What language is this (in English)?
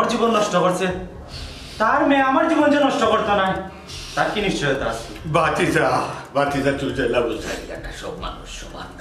Sylheti